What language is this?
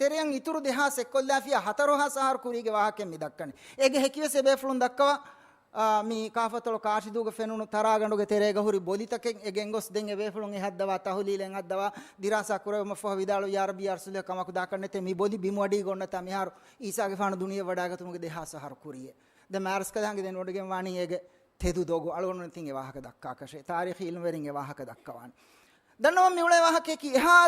Divehi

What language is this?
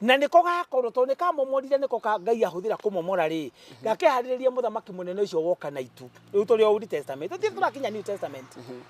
Kikuyu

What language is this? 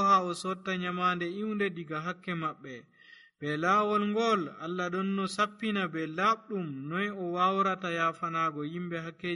Nigerian Fulfulde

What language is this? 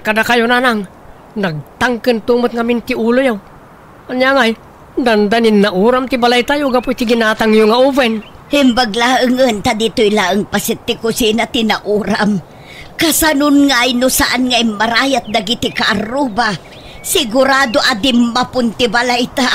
Iloko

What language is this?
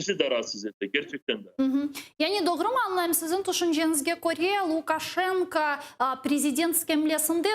Crimean Tatar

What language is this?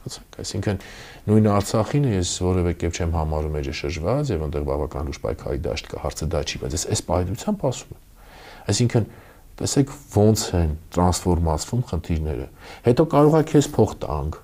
Armenian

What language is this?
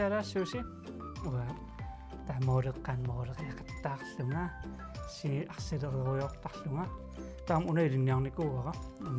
Kalaallisut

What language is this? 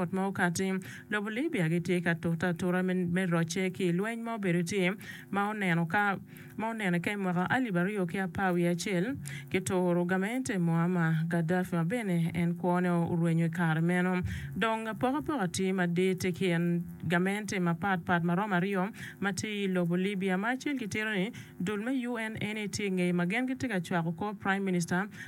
Acoli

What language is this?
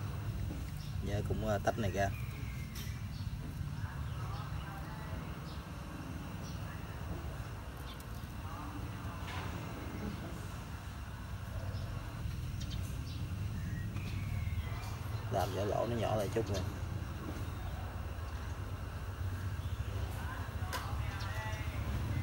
Vietnamese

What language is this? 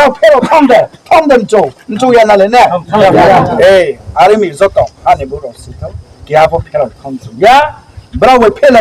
Riang (India)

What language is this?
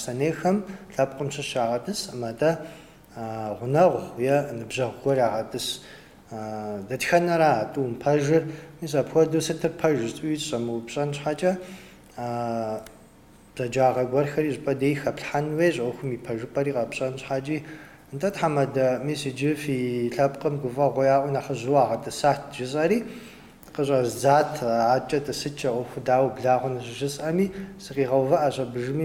Kabardian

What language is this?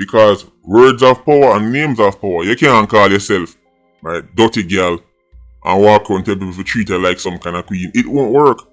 Jamaican Creole English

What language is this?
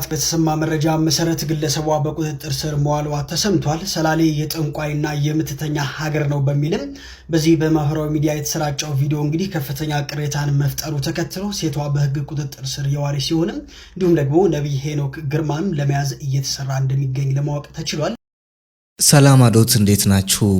Amharic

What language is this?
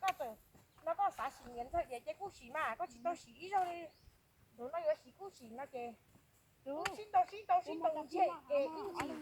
Hmong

